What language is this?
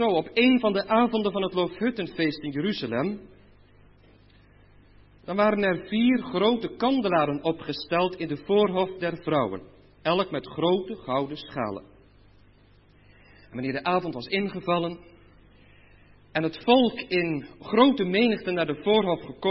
Dutch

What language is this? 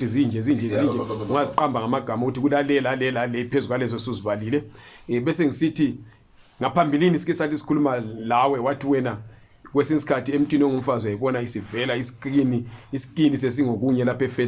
Zulu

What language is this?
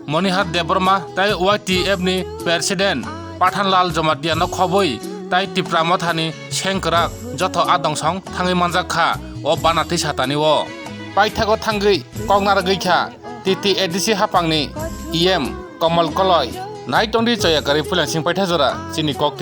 Kok Borok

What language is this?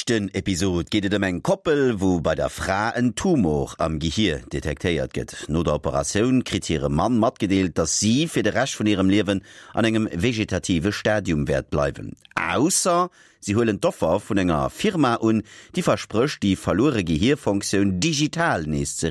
Luxembourgish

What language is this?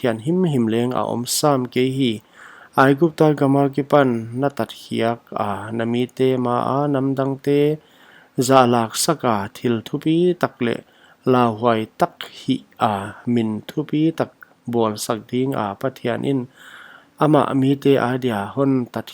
Paite Chin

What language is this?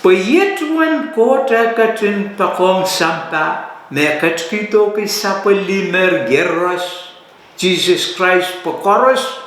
Pohnpeian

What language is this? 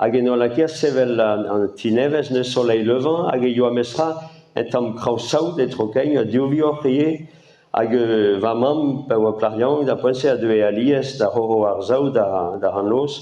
Breton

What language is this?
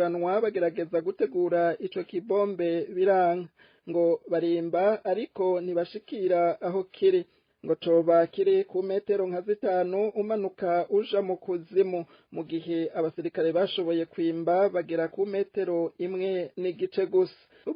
Rundi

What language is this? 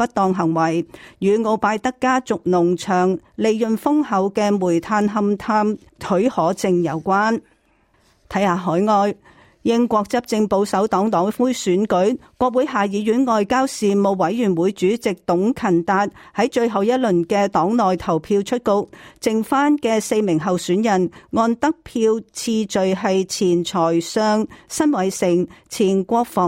Cantonese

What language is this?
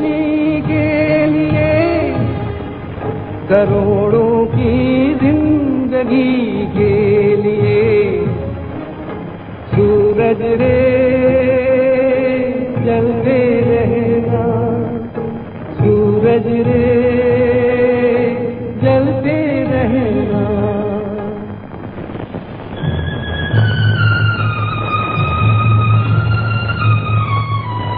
Hindi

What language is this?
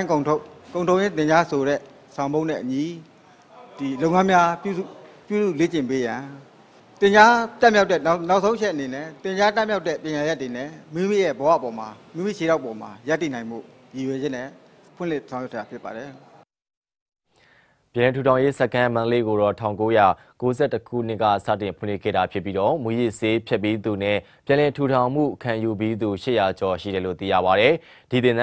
Burmese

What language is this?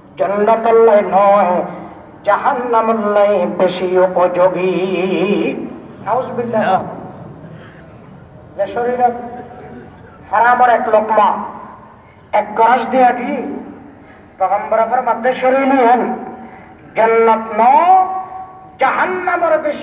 Bangla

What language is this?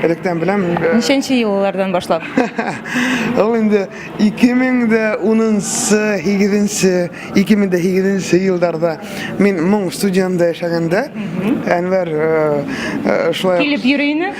Tatar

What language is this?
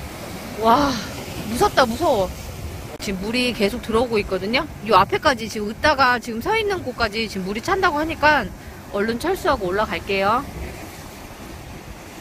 Korean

